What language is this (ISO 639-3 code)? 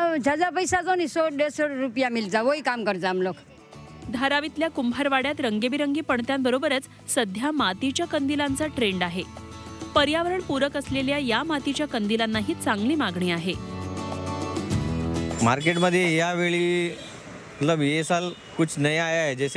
mar